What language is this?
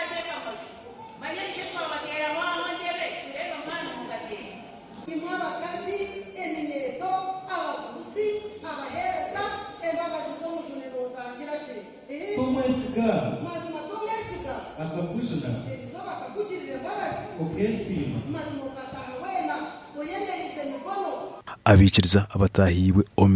Nyankole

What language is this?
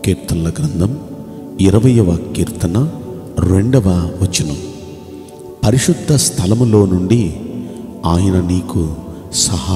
Telugu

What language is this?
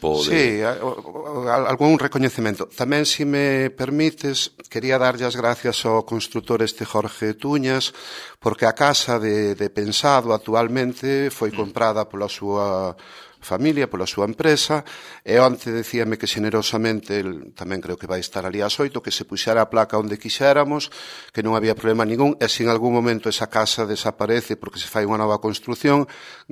Galician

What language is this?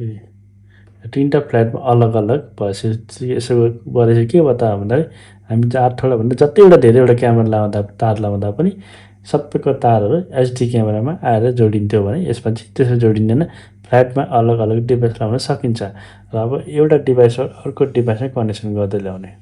Nepali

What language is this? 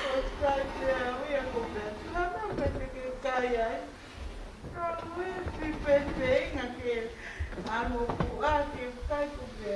Tongan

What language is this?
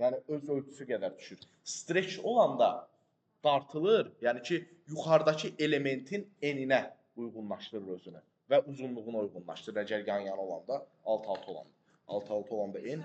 Azerbaijani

